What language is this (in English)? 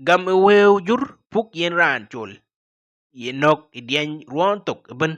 Dinka